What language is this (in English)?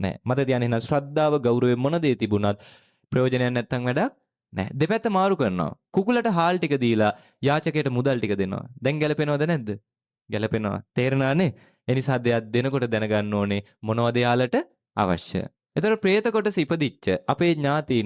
Sinhala